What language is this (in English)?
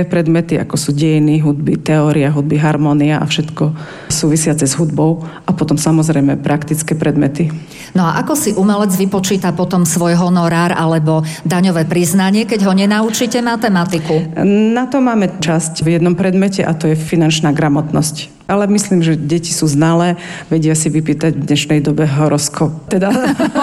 Slovak